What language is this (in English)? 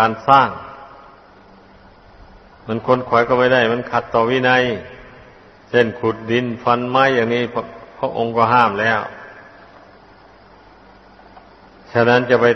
Thai